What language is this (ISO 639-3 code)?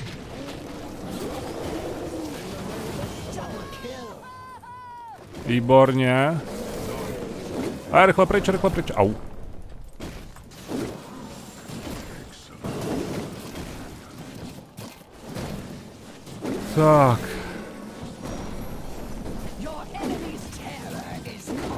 ces